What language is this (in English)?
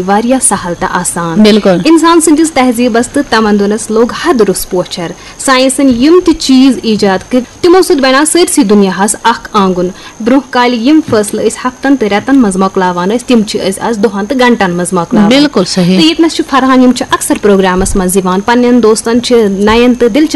Kashmiri